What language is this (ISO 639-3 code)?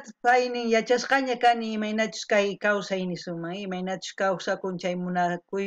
quh